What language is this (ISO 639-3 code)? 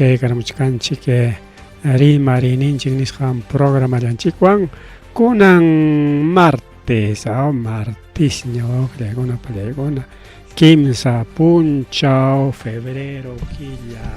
quy